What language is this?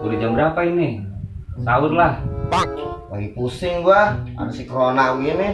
Betawi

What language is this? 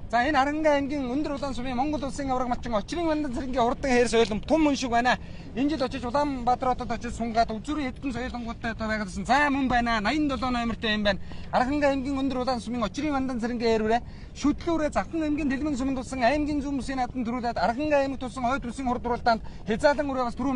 Mongolian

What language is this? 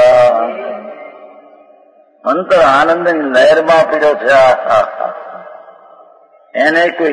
Gujarati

